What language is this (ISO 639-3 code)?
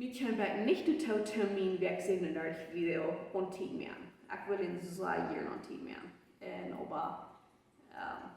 pdt